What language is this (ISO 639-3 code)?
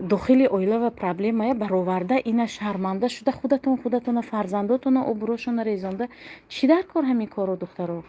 tgk